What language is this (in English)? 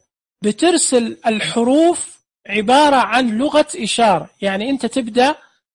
Najdi Arabic